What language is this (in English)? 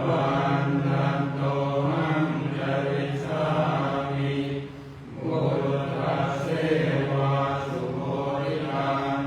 Pali